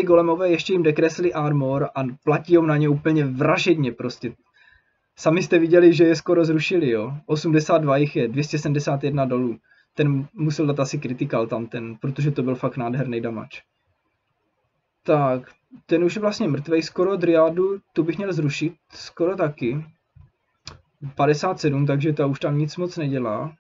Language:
Czech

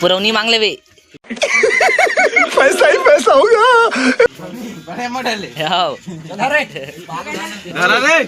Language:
Chhattisgarhi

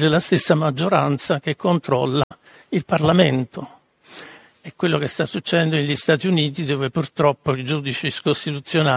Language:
Italian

